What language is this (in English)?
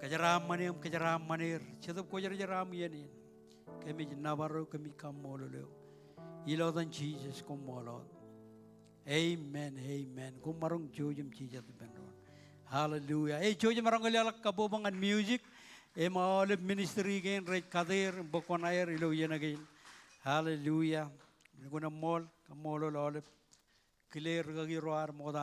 Marshallese